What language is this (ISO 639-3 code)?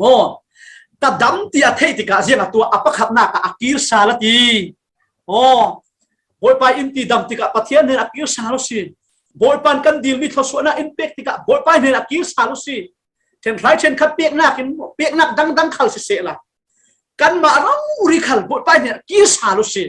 cfm